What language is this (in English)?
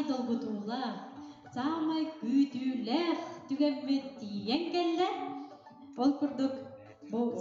Yakut